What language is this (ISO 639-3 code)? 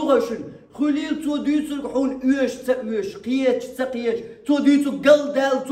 che